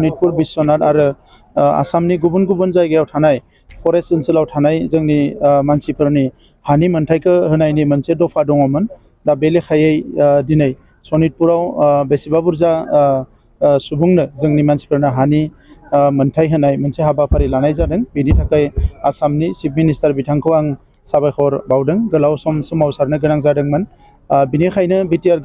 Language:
Bodo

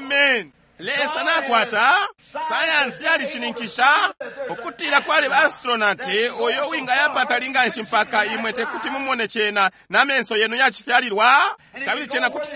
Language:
Bemba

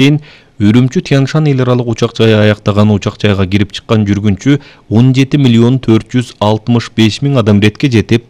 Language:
Kyrgyz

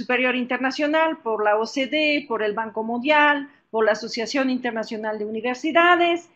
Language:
Spanish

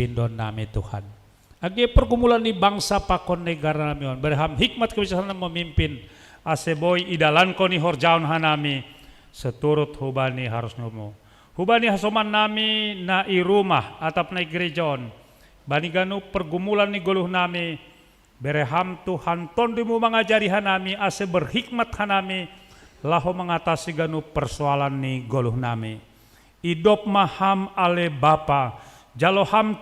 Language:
Batak Simalungun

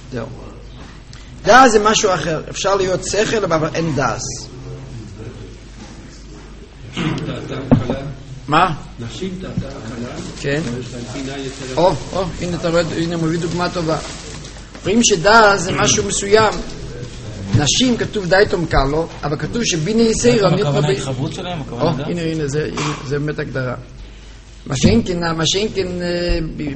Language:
Hebrew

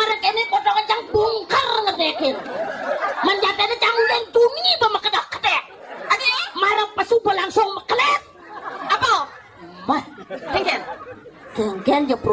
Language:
Balinese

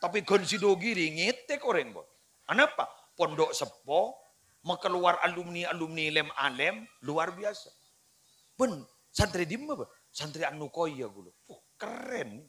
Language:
Madurese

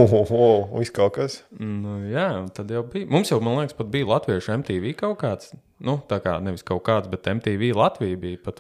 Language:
Latvian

